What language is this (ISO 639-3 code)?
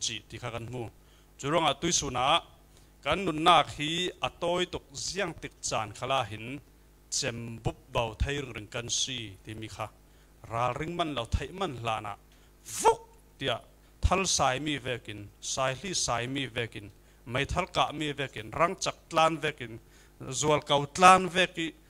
cfm